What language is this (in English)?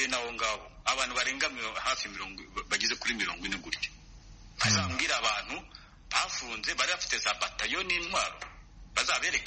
Kinyarwanda